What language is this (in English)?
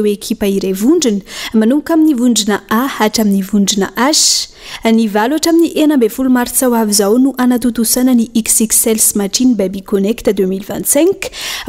Malagasy